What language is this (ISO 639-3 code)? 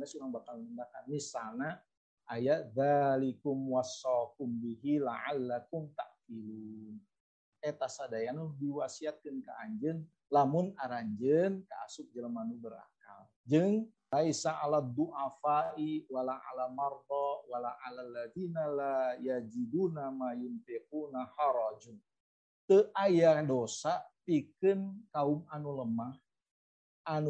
sun